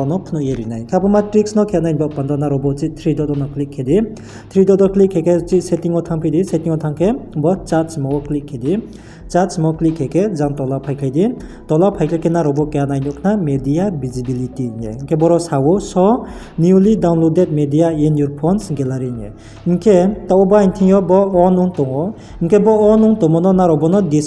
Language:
Riang (India)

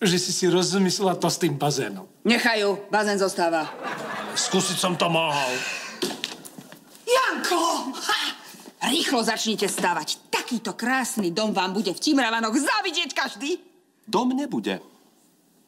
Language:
Slovak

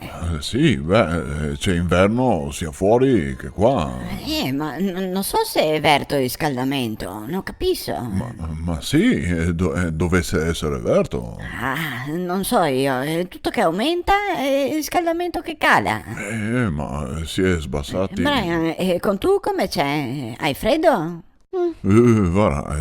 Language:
Venetian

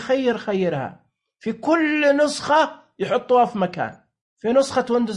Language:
Najdi Arabic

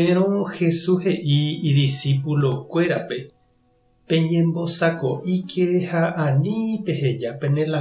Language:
Guarani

